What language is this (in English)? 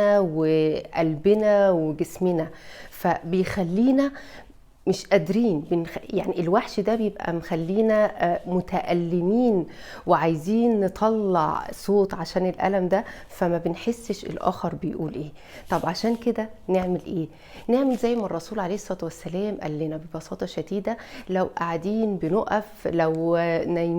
Egyptian Arabic